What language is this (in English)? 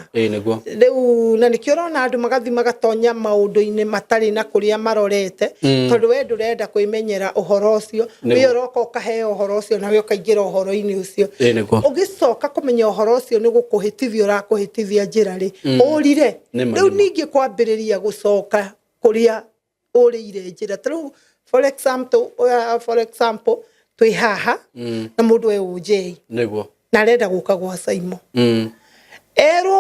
Kikuyu